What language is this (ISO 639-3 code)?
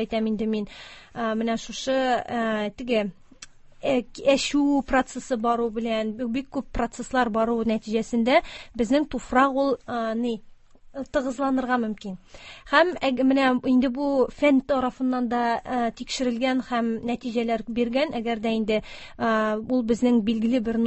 tat